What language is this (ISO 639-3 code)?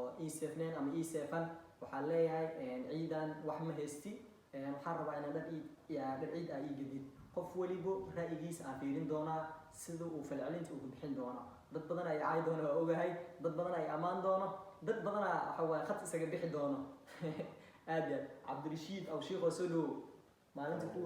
som